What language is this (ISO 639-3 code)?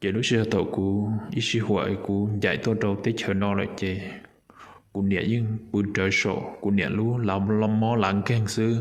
hmn